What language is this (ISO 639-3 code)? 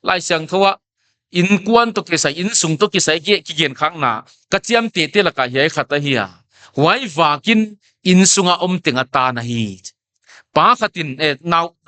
pck